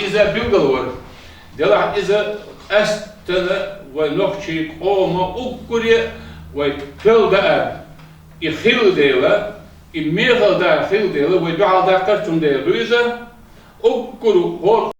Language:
Chechen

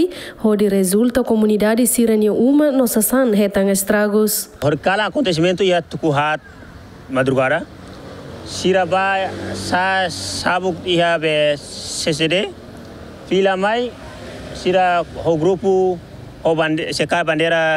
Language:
Tetum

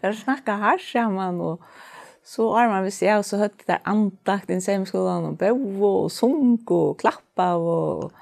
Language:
Faroese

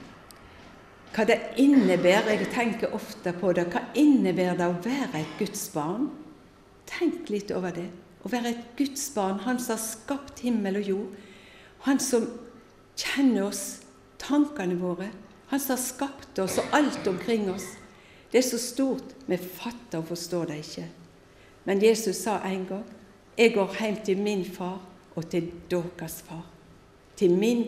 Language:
Norwegian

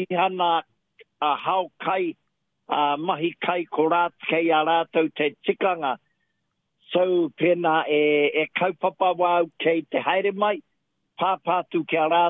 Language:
Māori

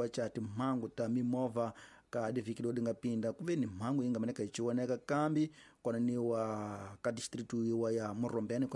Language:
Tsonga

